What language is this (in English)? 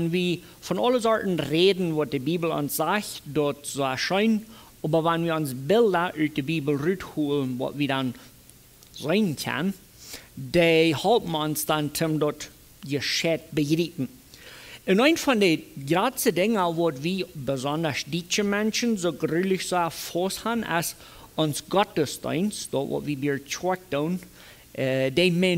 Plautdietsch